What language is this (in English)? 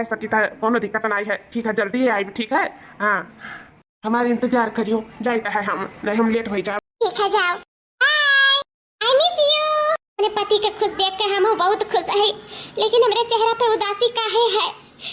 Awadhi